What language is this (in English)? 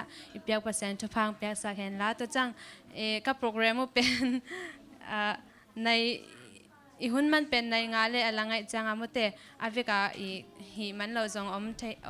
Tedim Chin